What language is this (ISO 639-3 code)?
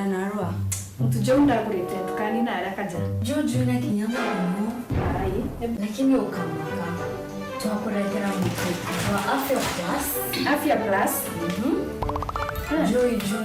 mer